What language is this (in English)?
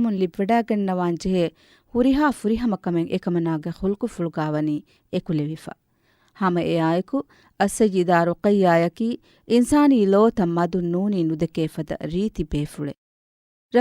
Divehi